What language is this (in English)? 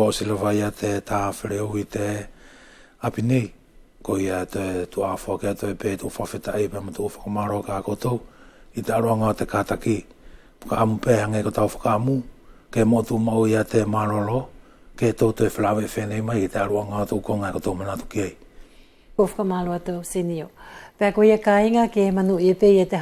Wallisian